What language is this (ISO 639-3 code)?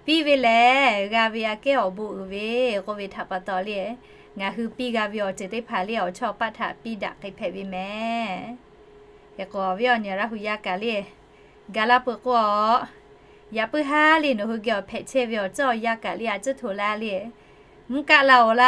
lhu